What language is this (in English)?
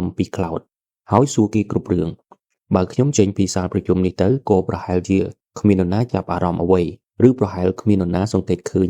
Khmer